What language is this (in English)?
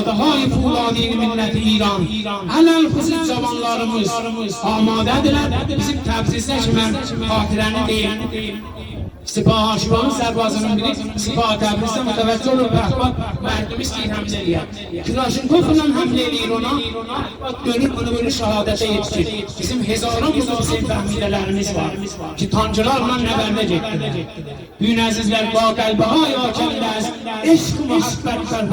South Azerbaijani